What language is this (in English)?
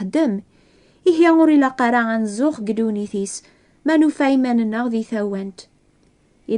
Kabyle